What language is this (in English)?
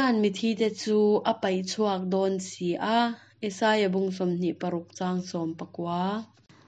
Hakha Chin